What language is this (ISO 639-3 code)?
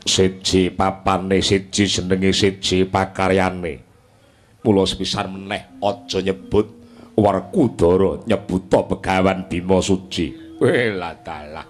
jav